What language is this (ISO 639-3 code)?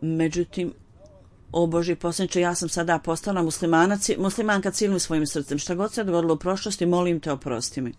bos